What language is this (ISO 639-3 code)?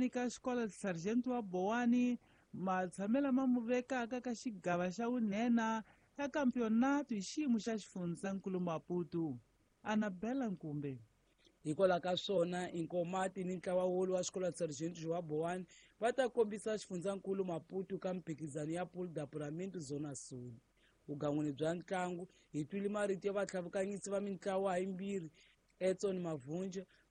tso